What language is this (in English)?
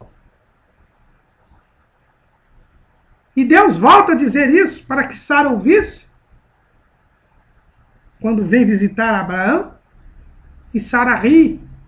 Portuguese